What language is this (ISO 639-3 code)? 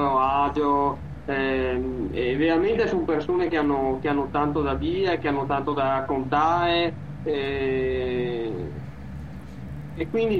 ita